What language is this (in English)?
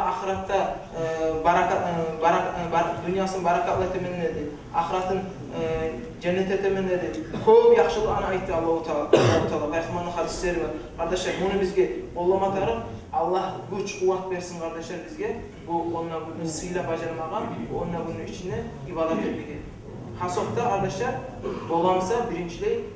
Kumyk